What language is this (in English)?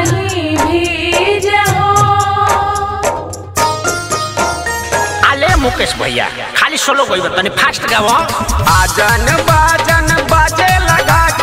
Bhojpuri